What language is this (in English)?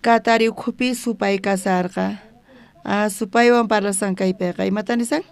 South Bolivian Quechua